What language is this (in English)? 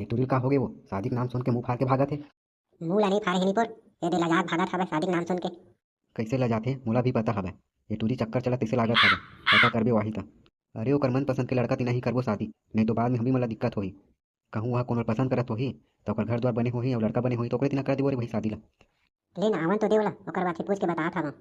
Chhattisgarhi